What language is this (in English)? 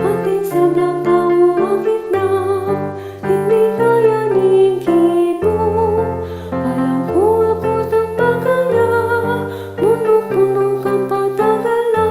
Pampanga